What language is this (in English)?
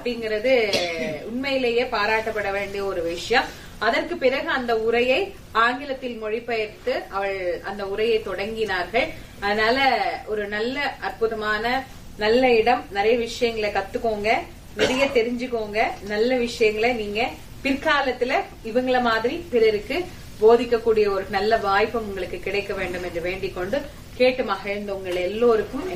Tamil